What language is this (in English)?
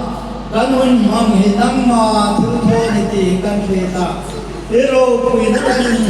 Hmar